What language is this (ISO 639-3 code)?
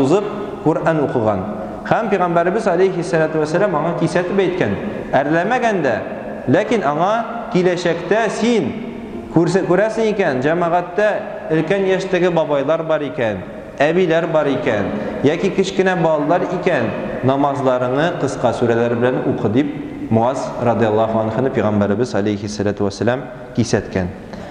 tat